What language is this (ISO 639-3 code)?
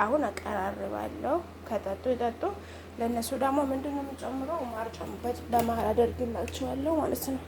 amh